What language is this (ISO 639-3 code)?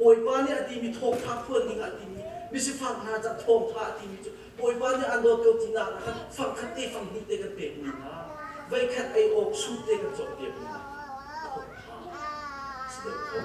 cnh